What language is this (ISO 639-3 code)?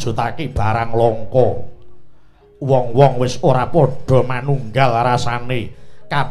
jav